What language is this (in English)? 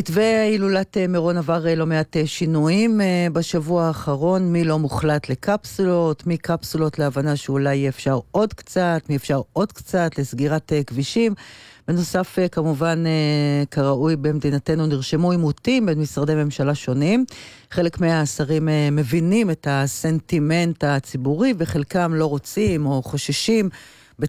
Hebrew